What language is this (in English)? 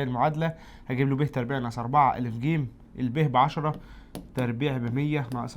Egyptian Arabic